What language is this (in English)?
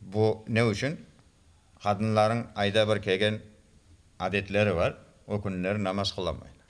Crimean Tatar